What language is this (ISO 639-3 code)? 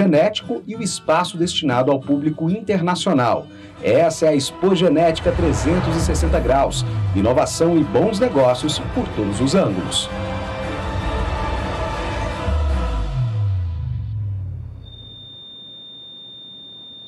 por